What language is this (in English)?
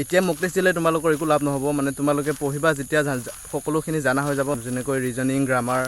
Assamese